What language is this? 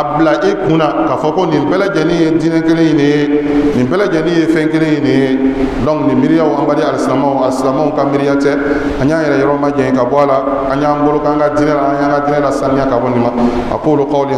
Bambara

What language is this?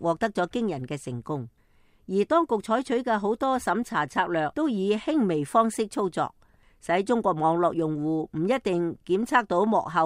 Cantonese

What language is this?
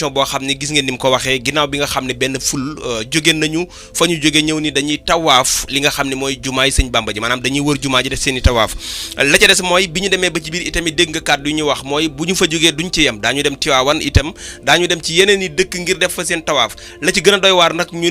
Wolof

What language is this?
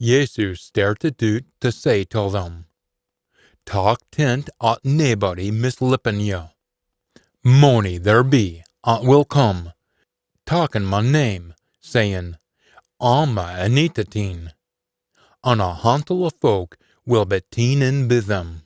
Scots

